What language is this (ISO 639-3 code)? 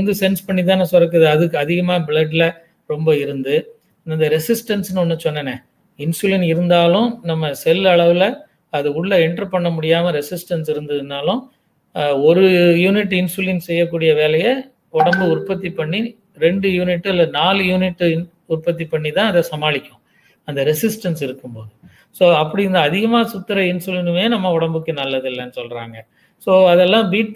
tam